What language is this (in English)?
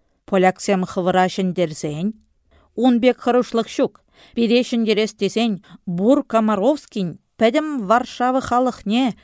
Chuvash